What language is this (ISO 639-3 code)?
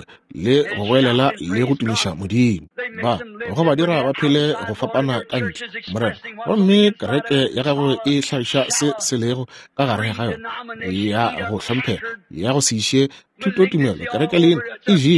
nso